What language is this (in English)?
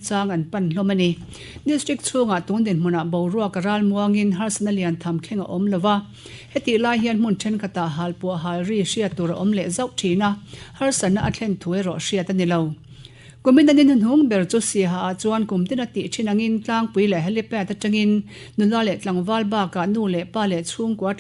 Mizo